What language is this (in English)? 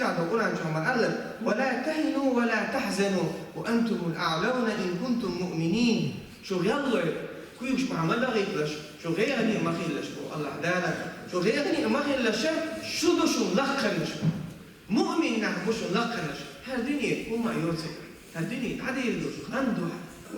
Chechen